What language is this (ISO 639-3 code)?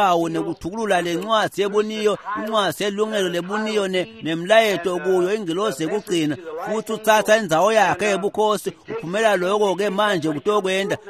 ssw